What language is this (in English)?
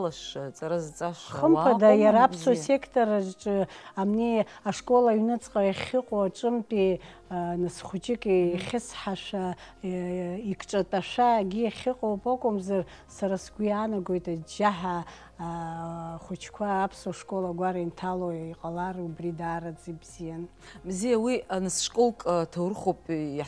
Abkhazian